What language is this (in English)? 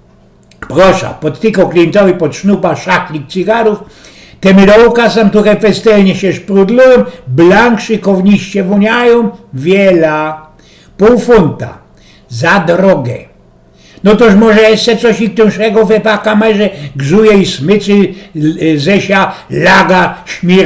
Silesian